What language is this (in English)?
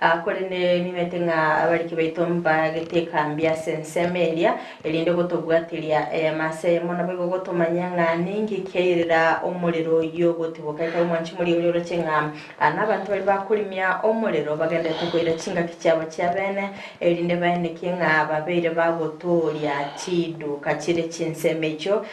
Gusii